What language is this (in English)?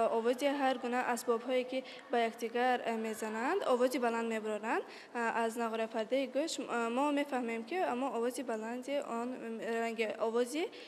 Tajik